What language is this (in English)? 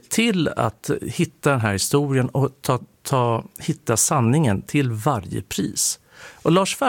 Swedish